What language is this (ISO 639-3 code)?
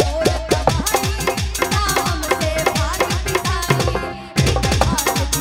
bho